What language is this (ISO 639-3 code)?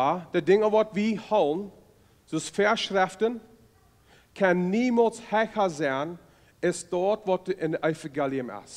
pdt